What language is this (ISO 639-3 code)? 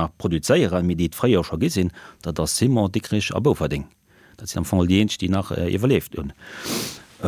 ltz